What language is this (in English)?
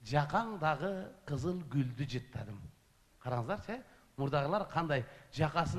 Kyrgyz